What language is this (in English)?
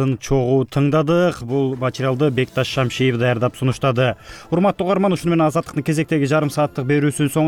Kyrgyz